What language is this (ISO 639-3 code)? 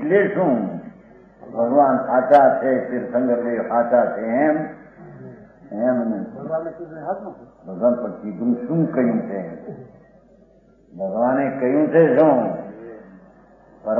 guj